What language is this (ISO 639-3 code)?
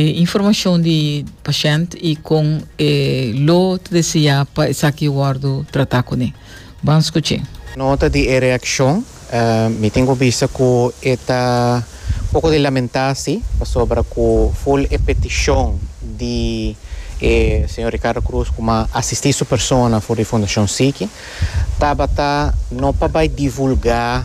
pap